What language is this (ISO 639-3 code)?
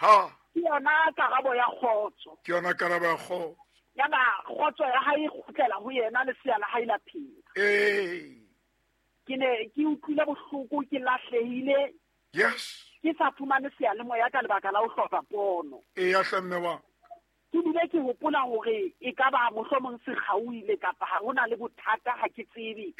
sot